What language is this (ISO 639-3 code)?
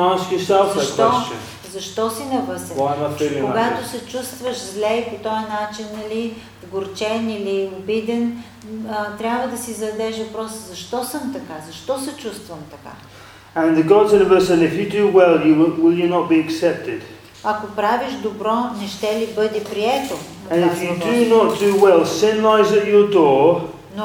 bul